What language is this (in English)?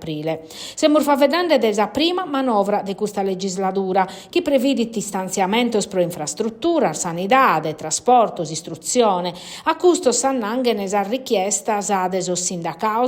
Sardinian